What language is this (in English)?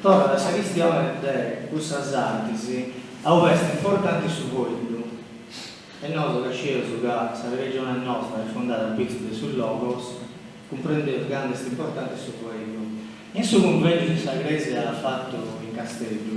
Sardinian